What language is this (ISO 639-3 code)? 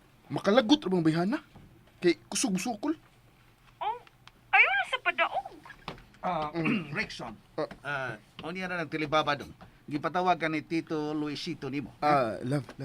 ceb